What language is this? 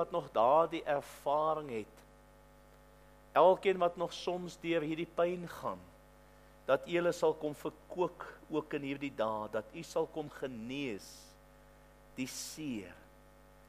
Afrikaans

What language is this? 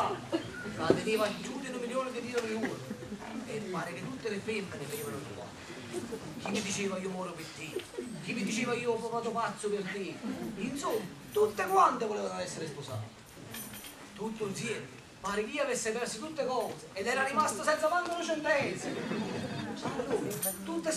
Neapolitan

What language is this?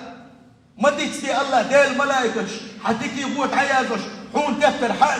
Chechen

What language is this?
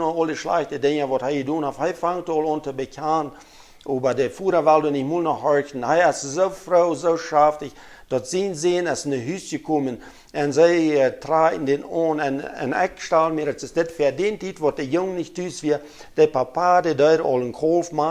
Plautdietsch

